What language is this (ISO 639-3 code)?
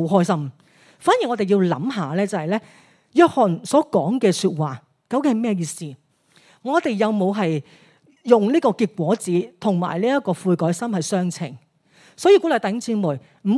yue